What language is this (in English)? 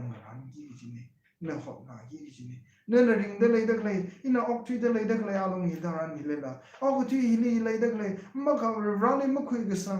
Tangkhul Naga (India)